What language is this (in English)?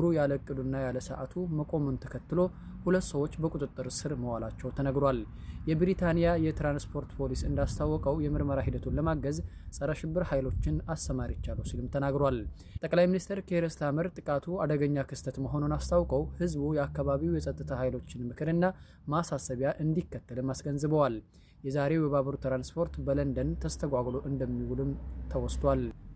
Amharic